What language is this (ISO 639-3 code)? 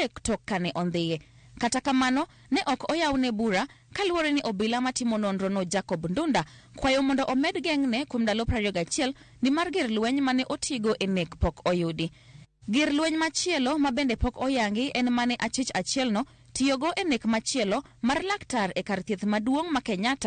luo